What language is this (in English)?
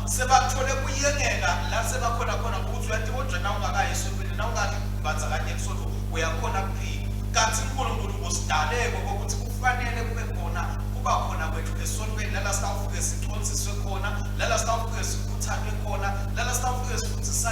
Swati